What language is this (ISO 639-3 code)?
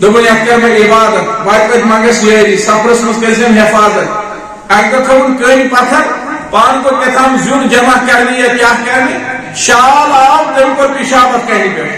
kas